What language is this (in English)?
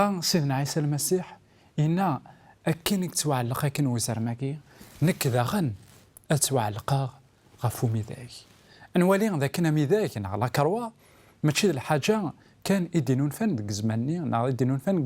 Kabyle